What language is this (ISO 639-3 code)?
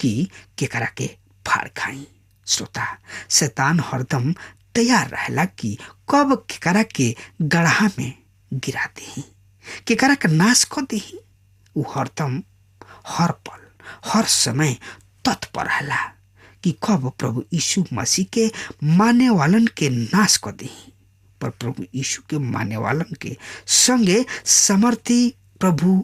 bho